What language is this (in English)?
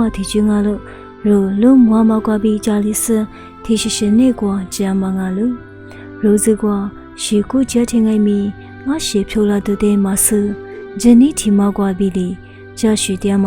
Lisu